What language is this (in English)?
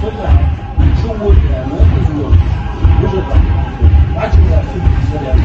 Ingush